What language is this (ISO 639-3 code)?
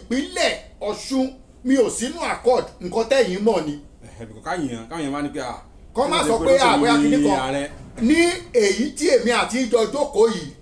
yor